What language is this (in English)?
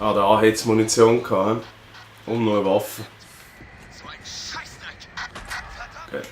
Swiss German